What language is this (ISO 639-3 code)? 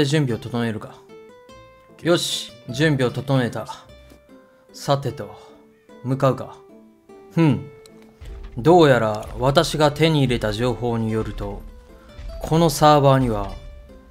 jpn